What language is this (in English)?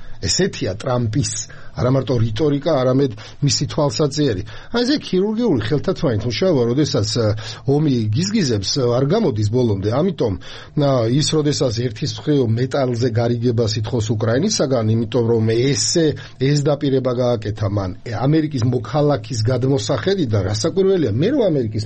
Georgian